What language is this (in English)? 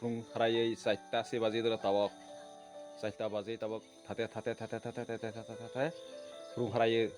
Kok Borok